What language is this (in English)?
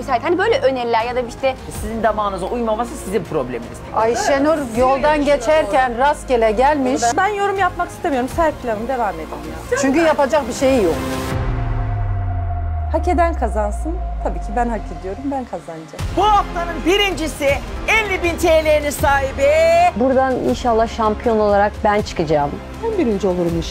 Turkish